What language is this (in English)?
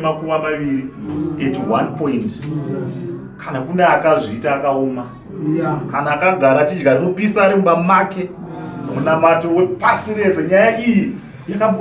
Shona